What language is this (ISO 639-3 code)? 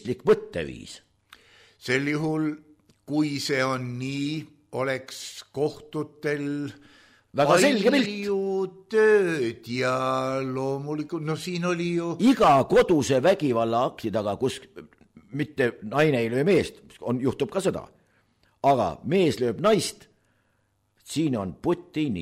est